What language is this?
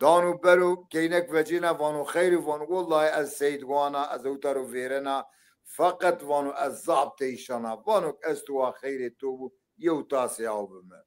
Zaza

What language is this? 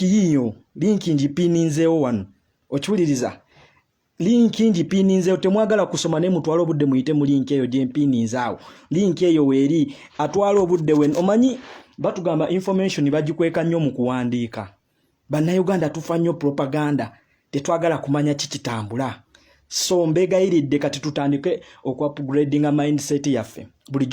Ganda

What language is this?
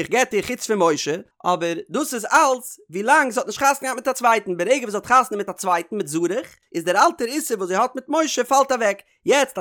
Yiddish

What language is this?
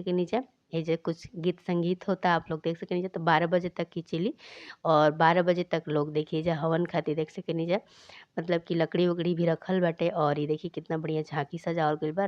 Bhojpuri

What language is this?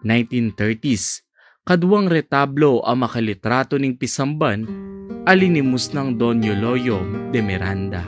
Pampanga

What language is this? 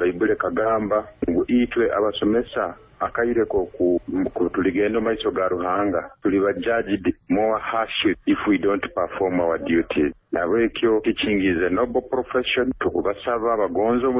Nyoro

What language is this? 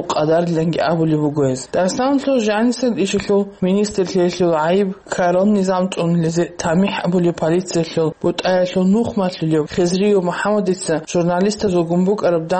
Avaric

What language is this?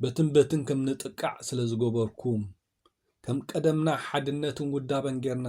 Tigrinya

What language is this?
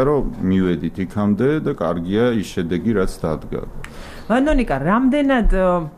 Georgian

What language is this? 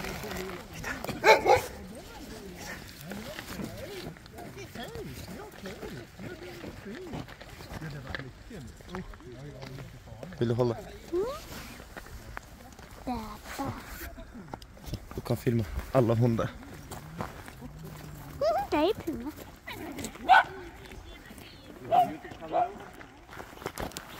Swedish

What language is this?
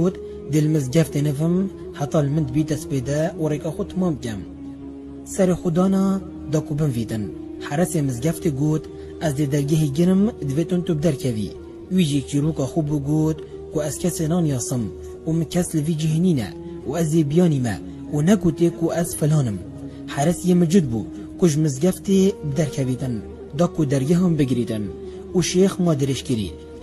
Kurdish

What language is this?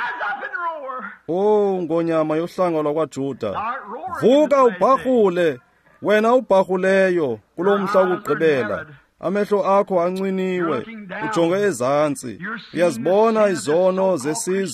Xhosa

